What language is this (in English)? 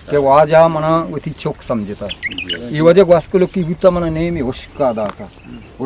Eastern Balochi